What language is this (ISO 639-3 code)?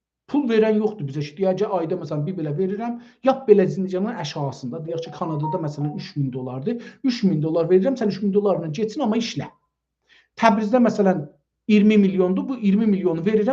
azb